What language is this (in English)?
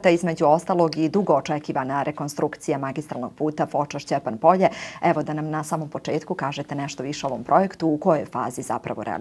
Bosnian